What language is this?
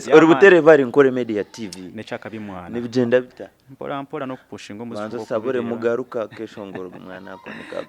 Nyankole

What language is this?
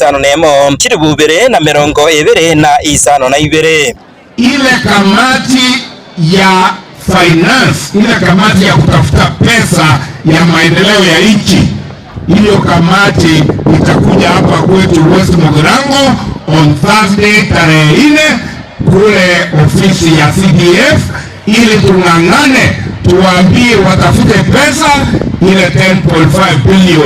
Gusii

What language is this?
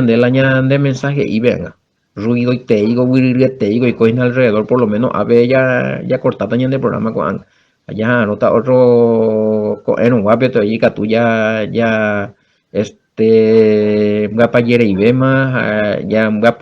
Guarani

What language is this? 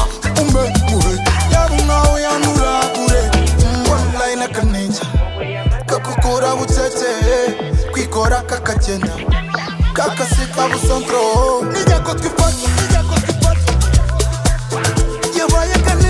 Kinyarwanda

